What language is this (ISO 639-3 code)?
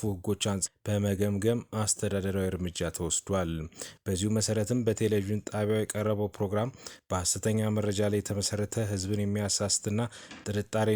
amh